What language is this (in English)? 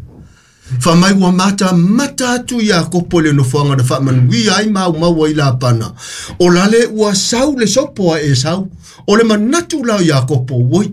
Samoan